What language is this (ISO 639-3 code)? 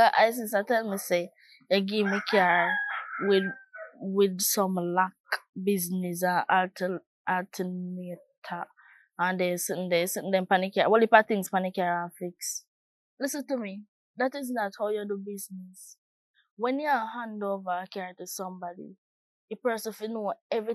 jam